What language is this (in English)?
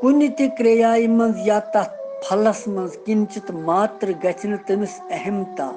Kashmiri